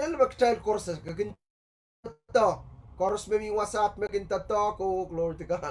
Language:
Pohnpeian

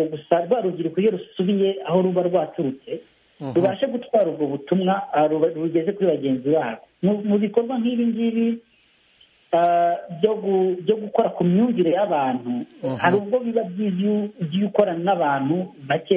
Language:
Kinyarwanda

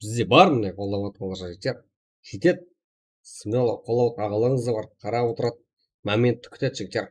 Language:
Kara-Kalpak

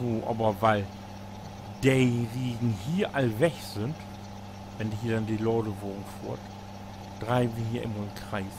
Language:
Low German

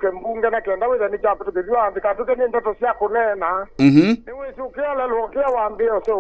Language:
Kamba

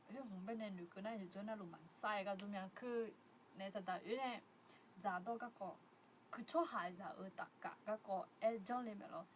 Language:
Akha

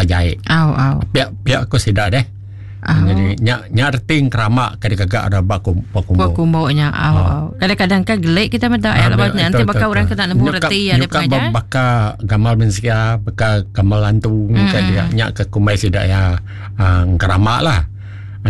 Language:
Iban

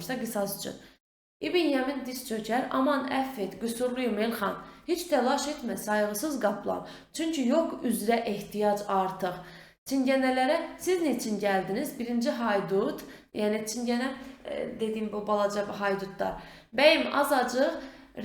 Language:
Azerbaijani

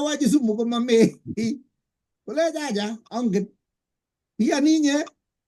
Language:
Kalenjin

